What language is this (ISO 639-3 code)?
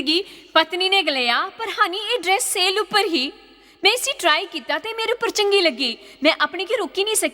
doi